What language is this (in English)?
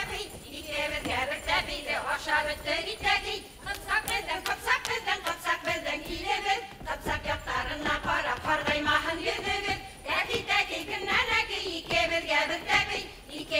Bashkir